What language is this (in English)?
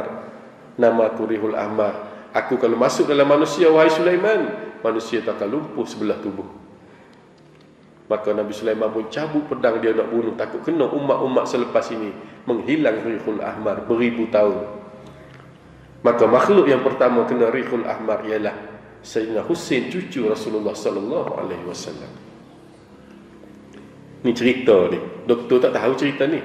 Malay